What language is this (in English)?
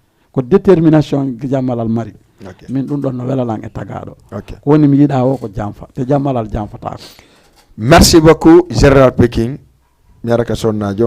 Fula